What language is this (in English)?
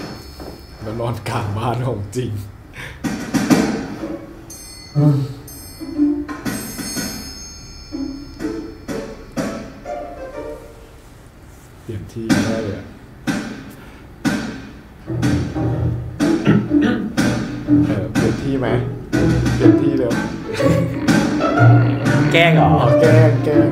Thai